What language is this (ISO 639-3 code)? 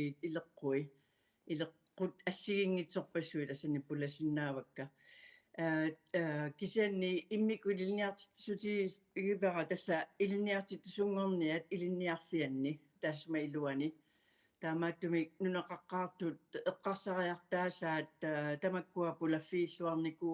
kal